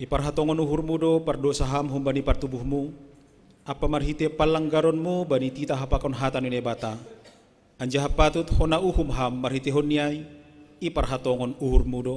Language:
Batak Simalungun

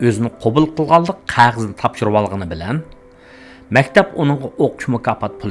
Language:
Uyghur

